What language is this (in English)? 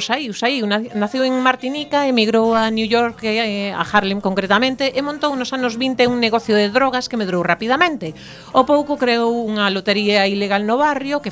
Galician